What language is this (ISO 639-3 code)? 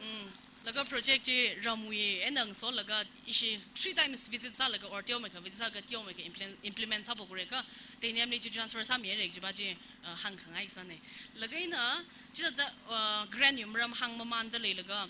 nmf